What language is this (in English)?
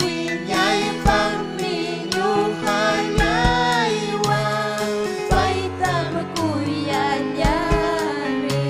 Ayacucho Quechua